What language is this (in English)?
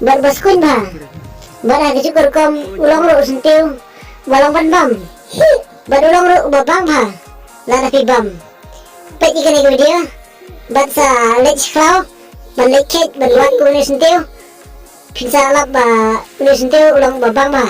Khasi